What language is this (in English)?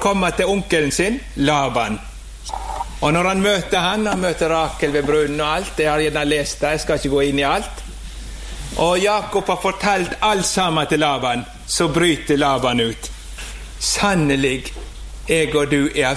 Norwegian